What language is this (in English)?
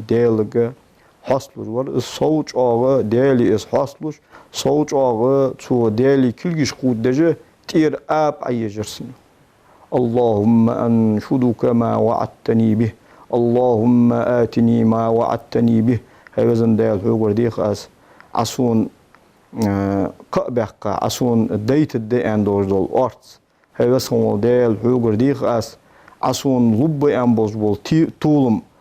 Ingush